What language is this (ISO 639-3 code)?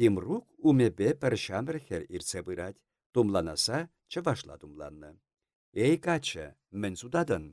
chv